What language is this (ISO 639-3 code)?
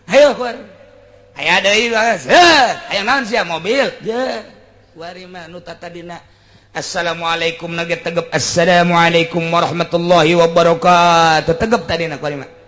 sun